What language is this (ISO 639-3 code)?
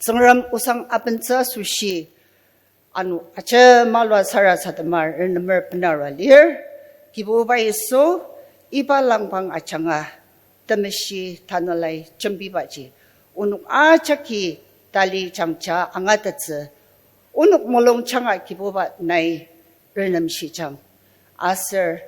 njo